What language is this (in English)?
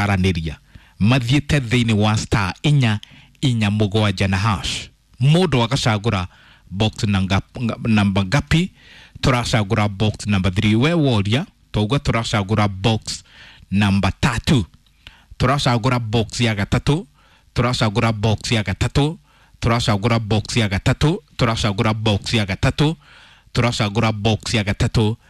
Kikuyu